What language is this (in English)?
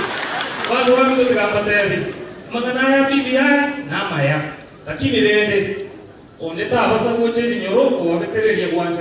Gusii